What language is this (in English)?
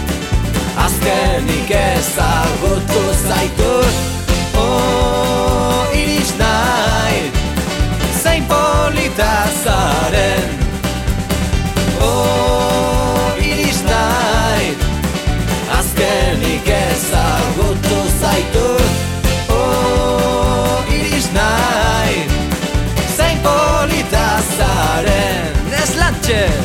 Basque